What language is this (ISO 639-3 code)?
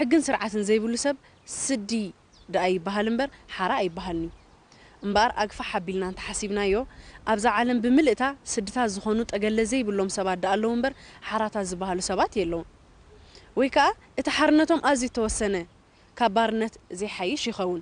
tir